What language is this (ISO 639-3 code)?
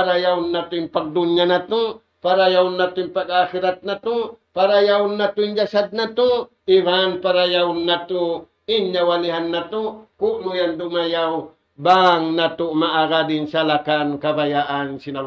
tsg